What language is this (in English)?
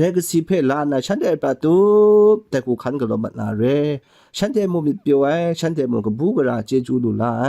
Kachin